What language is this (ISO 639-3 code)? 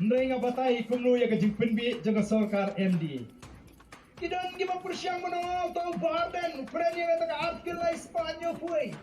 kha